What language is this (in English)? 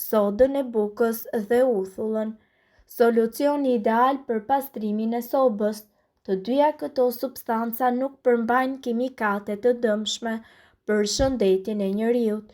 Albanian